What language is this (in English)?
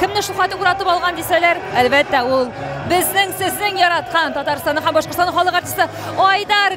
Tatar